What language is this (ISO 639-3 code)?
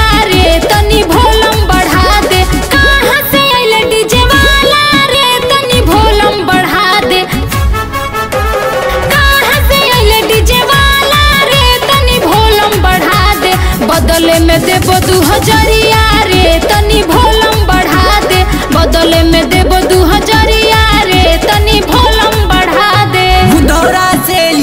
bho